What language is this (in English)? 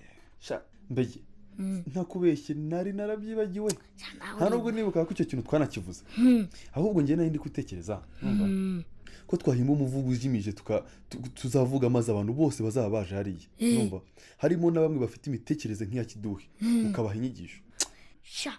Kinyarwanda